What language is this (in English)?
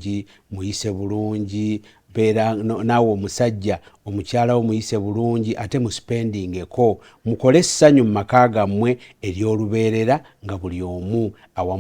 Ganda